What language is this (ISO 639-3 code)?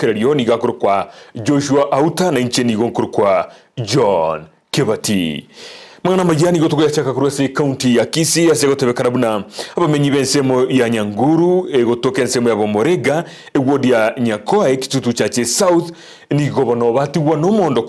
guz